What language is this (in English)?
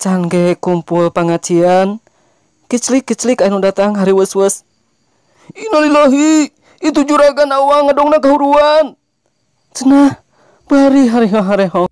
Sundanese